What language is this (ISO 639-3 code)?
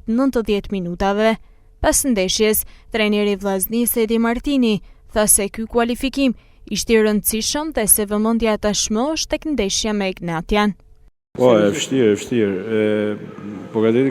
sqi